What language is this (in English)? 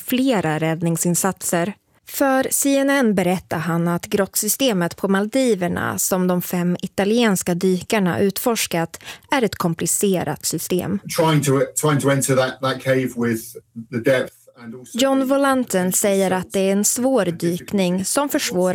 Swedish